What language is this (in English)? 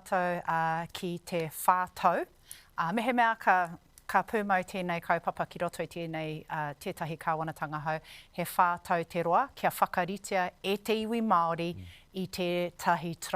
Māori